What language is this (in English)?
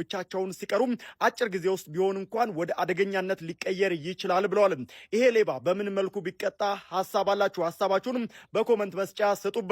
Amharic